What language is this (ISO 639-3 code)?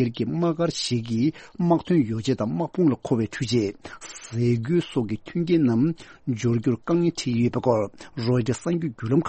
bod